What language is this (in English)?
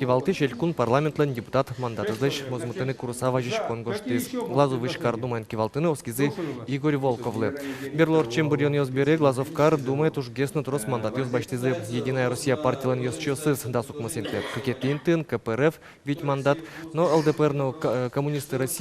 Udmurt